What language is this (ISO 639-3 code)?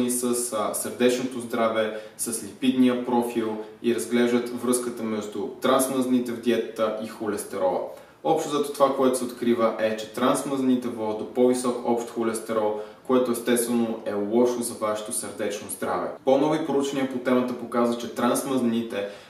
bul